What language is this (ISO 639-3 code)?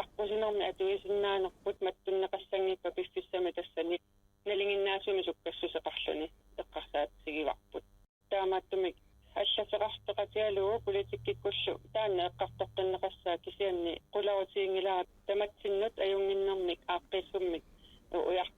kal